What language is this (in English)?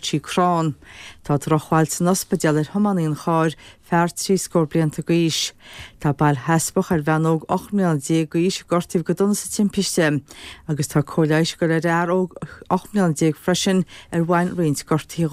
Irish